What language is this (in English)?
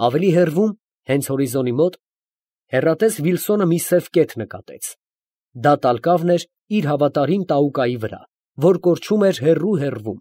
Armenian